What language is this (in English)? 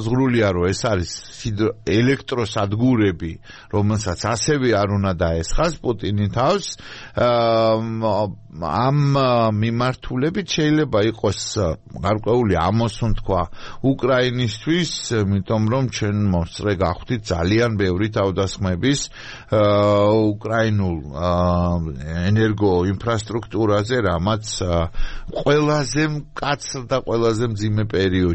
Georgian